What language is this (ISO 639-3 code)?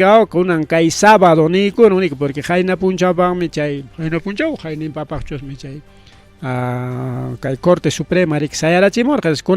quy